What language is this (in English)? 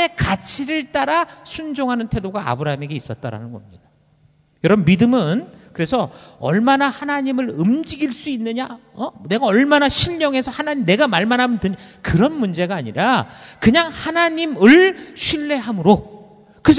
Korean